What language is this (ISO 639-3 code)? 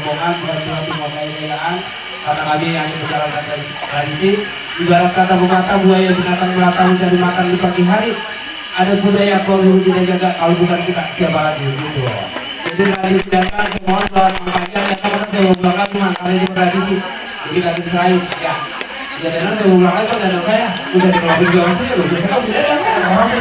bew